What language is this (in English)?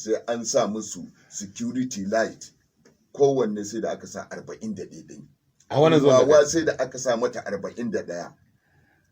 Hausa